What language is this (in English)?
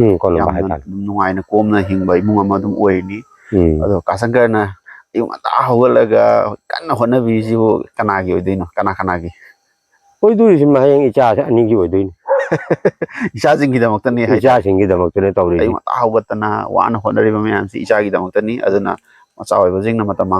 Manipuri